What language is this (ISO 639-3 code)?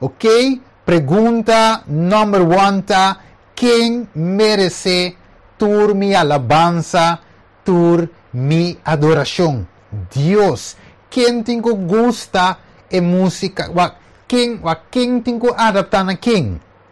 pap